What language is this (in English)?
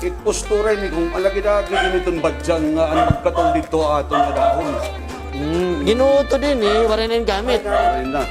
Waray